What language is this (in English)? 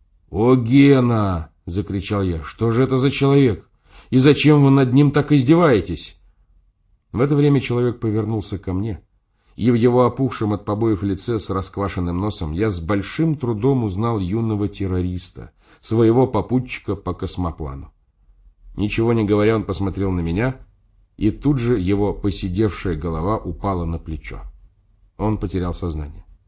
Russian